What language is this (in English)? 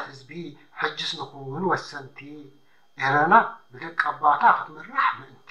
Tigrinya